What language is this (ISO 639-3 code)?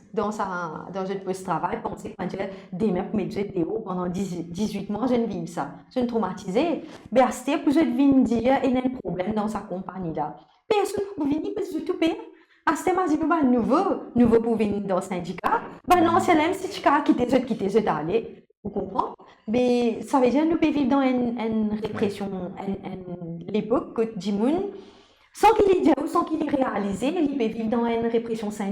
mfe